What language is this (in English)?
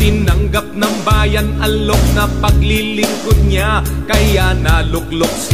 Filipino